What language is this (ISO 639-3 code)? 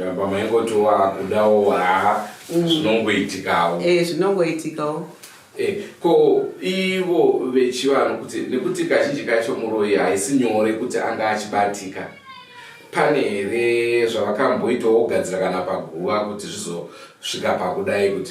sna